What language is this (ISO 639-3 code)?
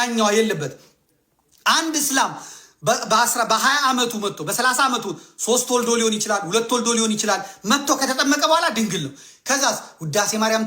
amh